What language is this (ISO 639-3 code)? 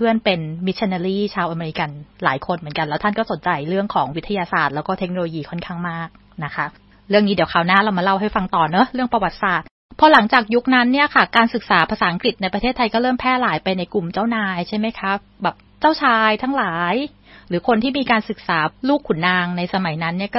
tha